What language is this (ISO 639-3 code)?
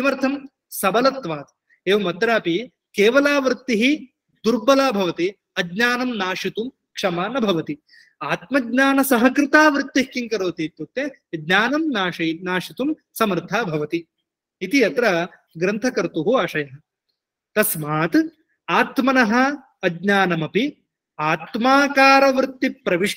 san